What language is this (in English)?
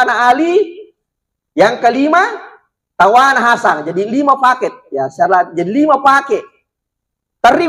Buginese